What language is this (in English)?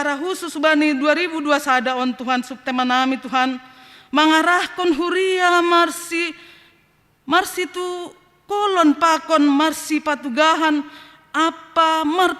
Batak Simalungun